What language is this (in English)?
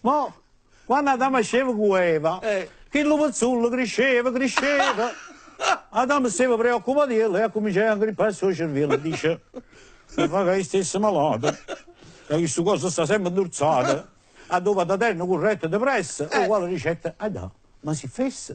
Neapolitan